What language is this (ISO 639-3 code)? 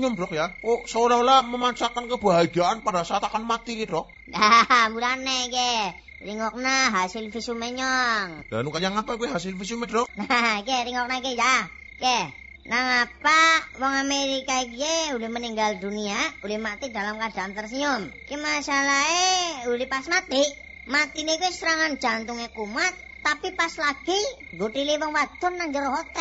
jav